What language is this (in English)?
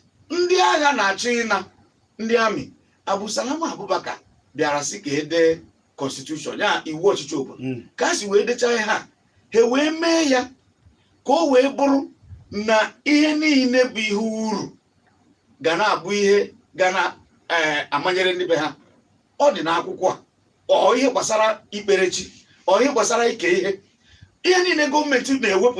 Igbo